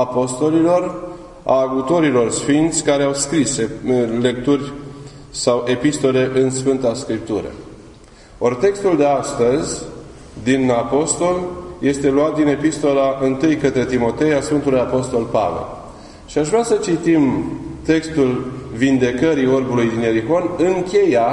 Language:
Romanian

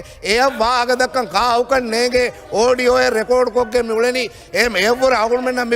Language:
Divehi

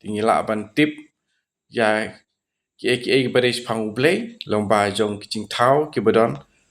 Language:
Khasi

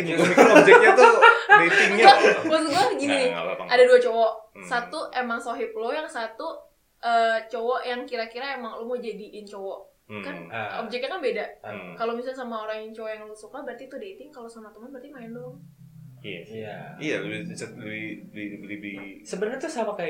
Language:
Indonesian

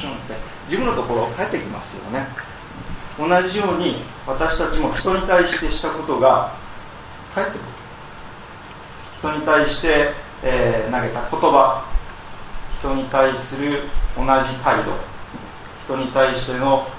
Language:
Japanese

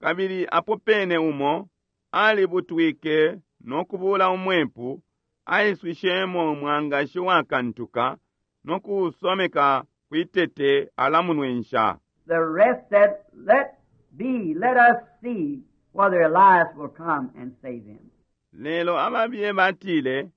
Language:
Bemba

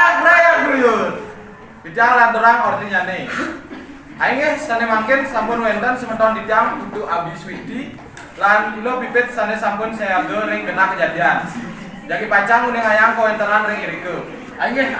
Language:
Balinese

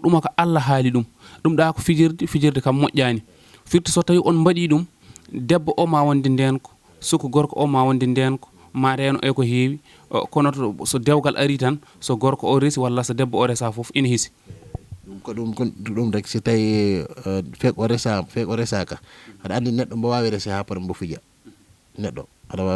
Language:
Fula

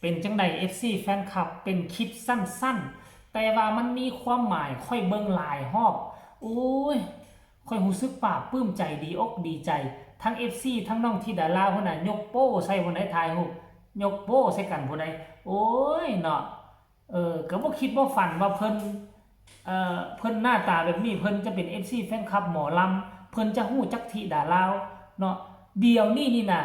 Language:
Northeastern Thai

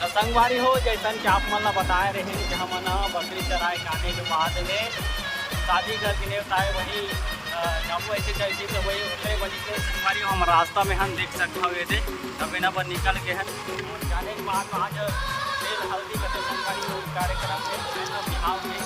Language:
Chhattisgarhi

